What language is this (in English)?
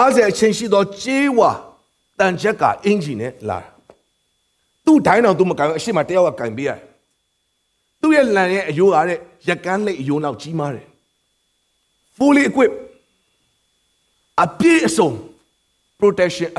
Burmese